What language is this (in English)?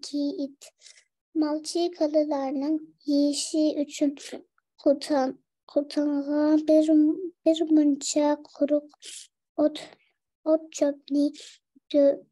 Uyghur